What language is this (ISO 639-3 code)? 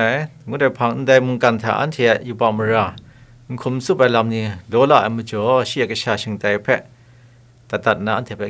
kac